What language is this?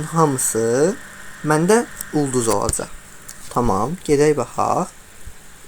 Azerbaijani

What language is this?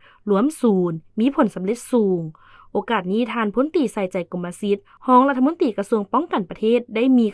Lao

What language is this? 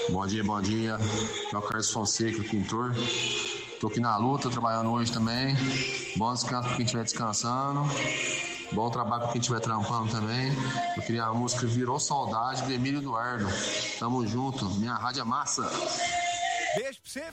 Portuguese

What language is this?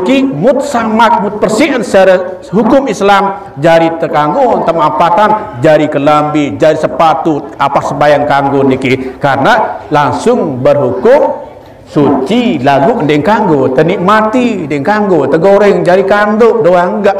Sasak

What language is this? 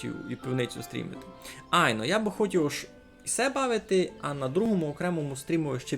Rusyn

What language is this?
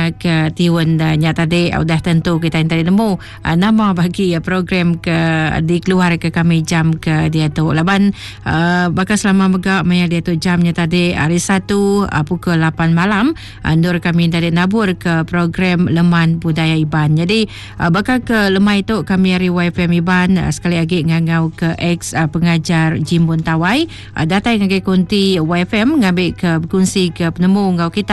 Iban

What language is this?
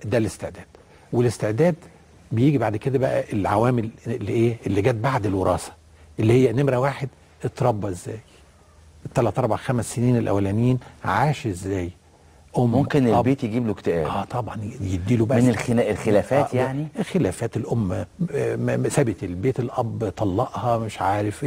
Egyptian Arabic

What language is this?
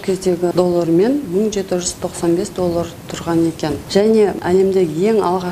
Kazakh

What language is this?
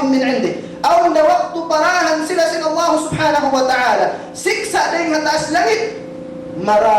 Tausug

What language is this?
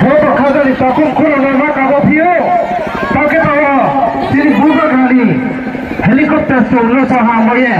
Riang (India)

